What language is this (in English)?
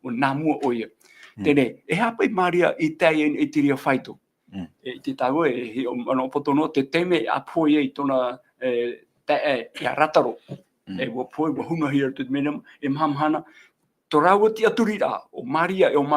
Tahitian